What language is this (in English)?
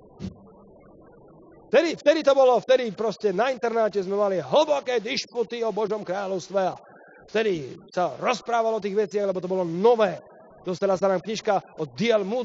Slovak